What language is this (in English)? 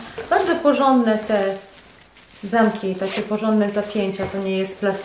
Polish